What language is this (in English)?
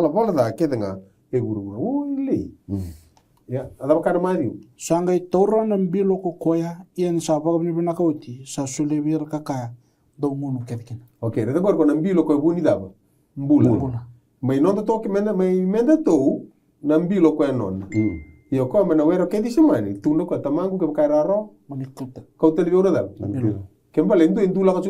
Fijian